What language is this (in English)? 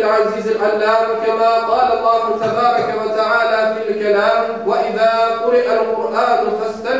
Crimean Tatar